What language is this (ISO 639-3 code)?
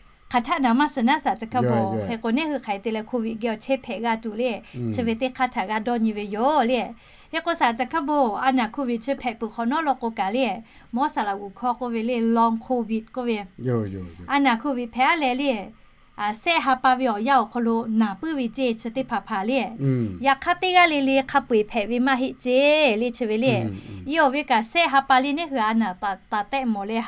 lhu